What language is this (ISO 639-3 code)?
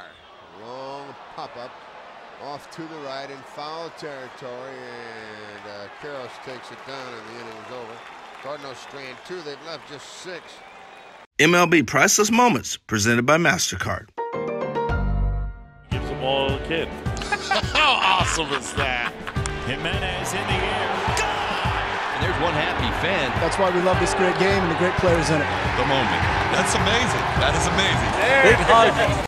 eng